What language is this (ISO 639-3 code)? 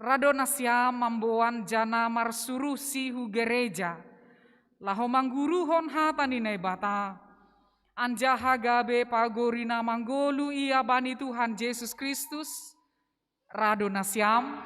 bts